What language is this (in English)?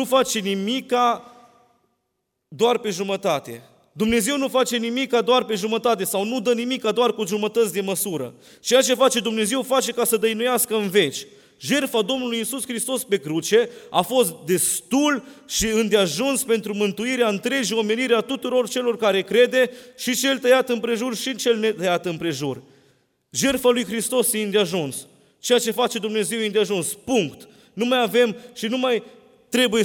Romanian